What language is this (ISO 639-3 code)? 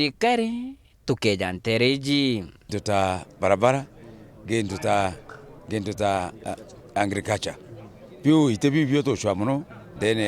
mer